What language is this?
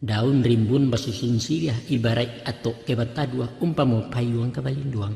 Minangkabau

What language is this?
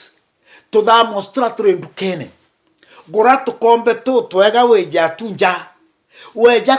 Meru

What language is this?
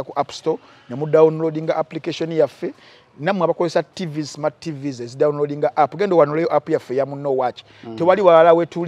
Ganda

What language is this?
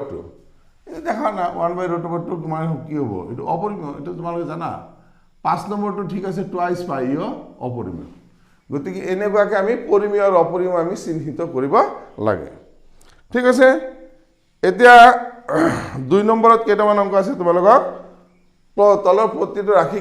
Assamese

